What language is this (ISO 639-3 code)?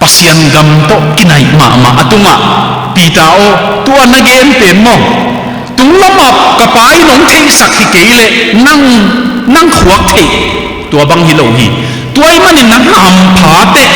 ctd